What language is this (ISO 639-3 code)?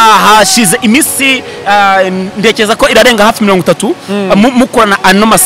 kin